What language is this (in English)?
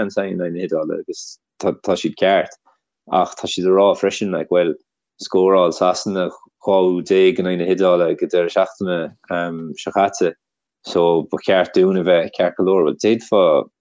Irish